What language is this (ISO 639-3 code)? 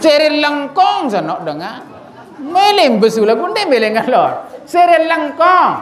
sas